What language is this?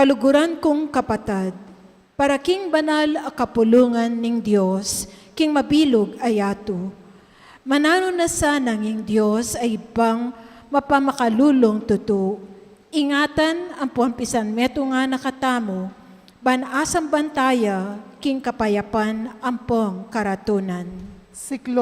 Pampanga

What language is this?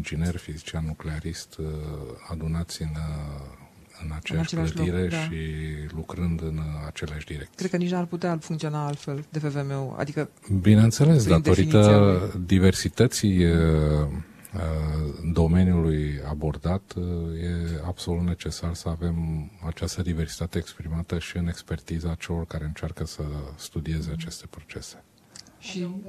Romanian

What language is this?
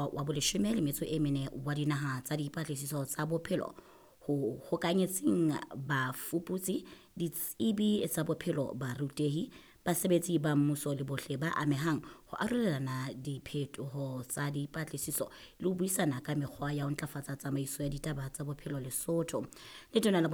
Southern Sotho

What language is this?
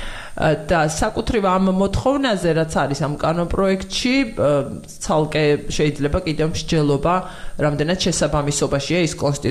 Georgian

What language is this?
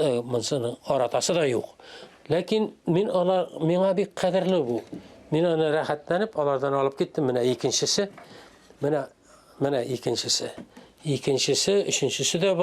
Tatar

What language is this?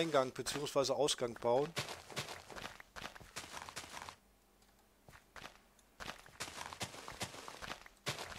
German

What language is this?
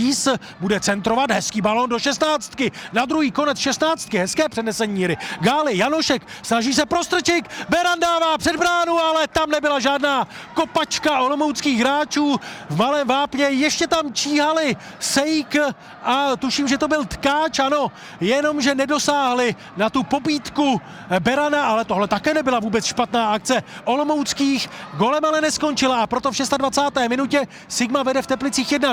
Czech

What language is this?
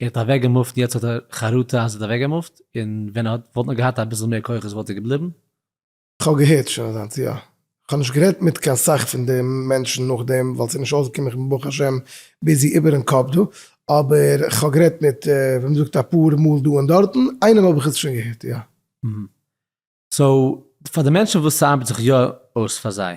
Yiddish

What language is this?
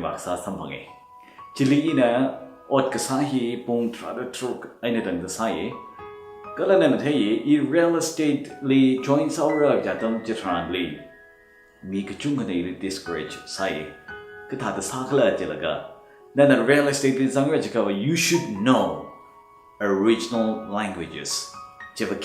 Tangkhul Naga (India)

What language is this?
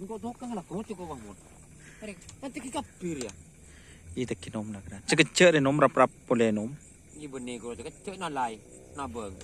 Madurese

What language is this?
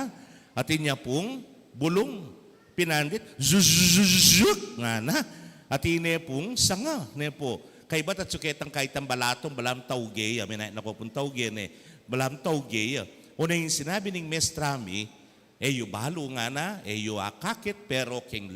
Pampanga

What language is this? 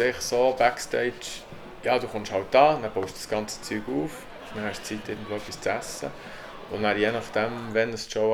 Swiss German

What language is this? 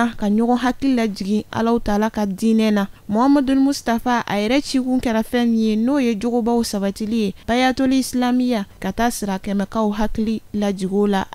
Bambara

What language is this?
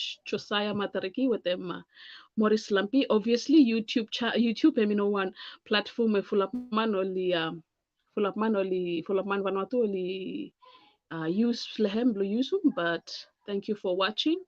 Bislama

